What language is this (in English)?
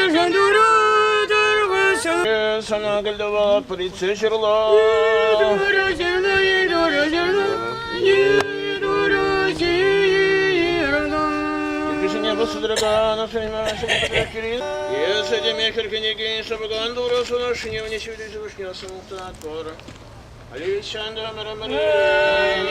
Chuvash